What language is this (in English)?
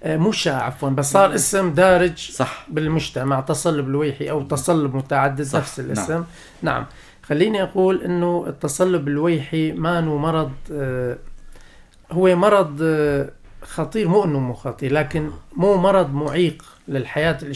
North Levantine Arabic